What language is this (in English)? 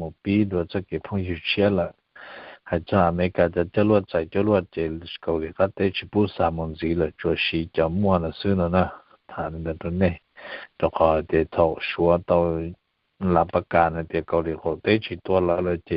Hmong